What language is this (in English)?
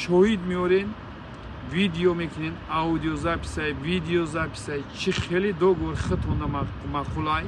Tajik